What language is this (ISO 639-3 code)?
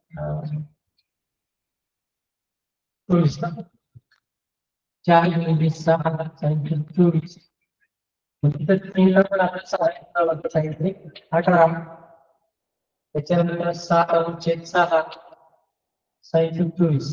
mar